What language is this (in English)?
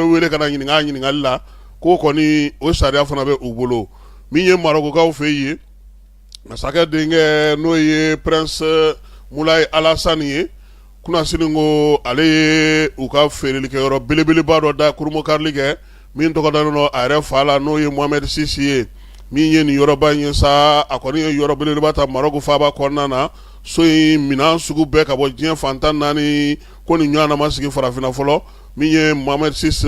Bambara